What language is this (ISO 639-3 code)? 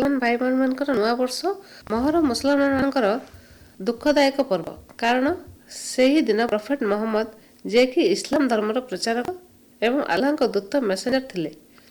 ori